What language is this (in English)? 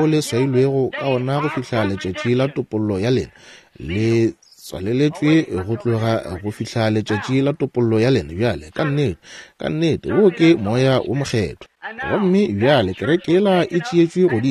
Northern Sotho